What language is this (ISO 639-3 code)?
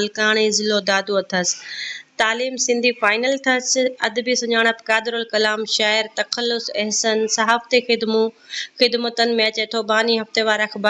snd